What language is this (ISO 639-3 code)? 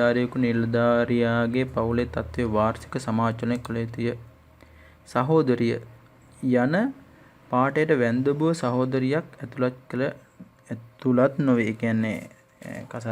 sin